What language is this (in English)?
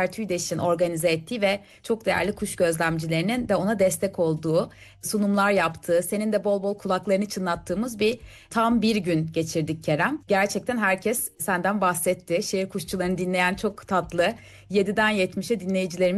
Turkish